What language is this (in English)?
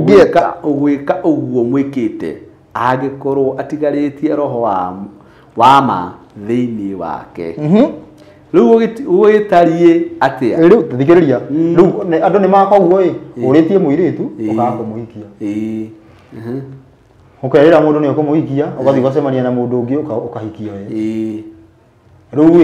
Kikuyu